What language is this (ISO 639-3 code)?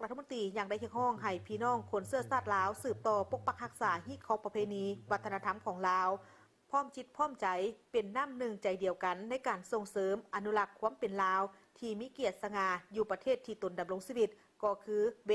lao